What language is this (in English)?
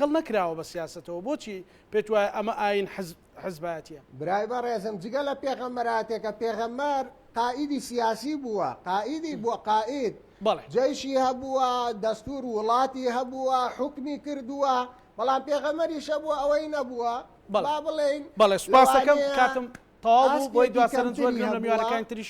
Central Kurdish